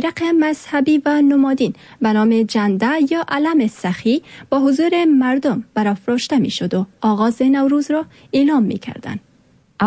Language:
Persian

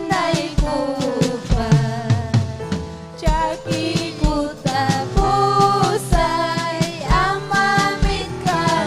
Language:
Ayacucho Quechua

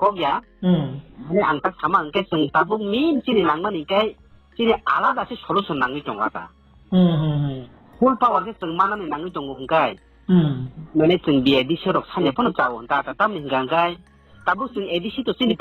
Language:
Riang (India)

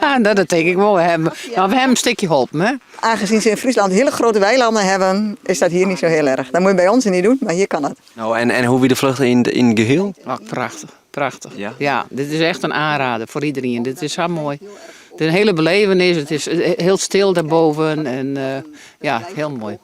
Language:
Western Frisian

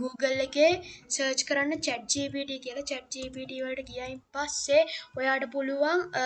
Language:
Sinhala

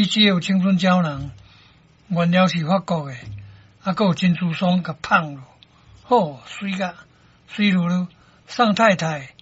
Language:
Min Nan Chinese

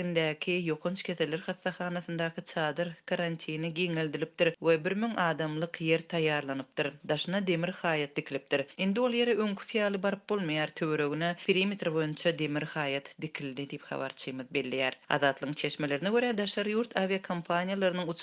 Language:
Turkmen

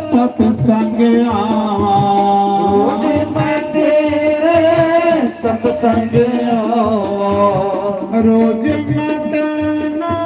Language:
Dogri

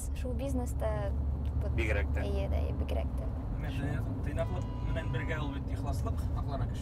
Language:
Bashkir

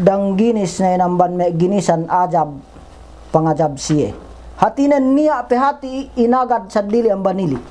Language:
Yakan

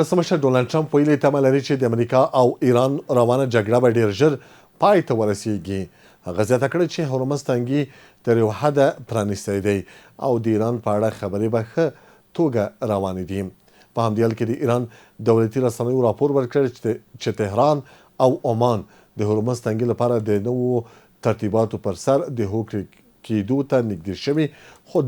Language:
Pashto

